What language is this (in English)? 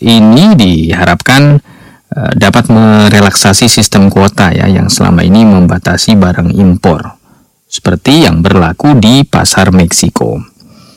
Indonesian